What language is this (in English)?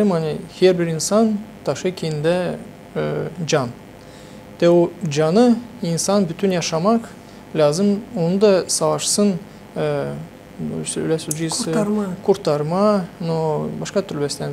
Gagauz